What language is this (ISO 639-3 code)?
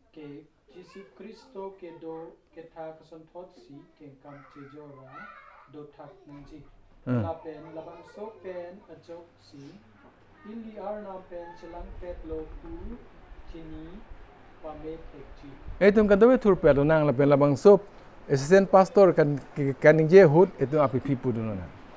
mjw